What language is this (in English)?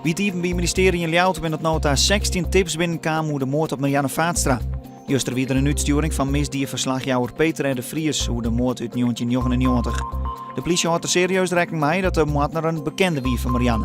Western Frisian